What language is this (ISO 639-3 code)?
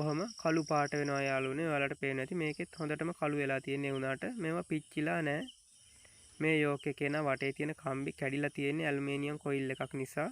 sin